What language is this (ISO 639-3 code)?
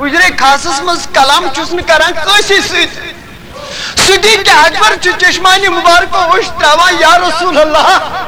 kas